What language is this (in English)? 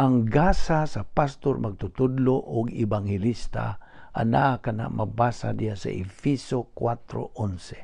Cebuano